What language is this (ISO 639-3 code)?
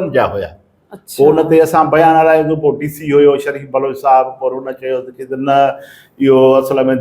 snd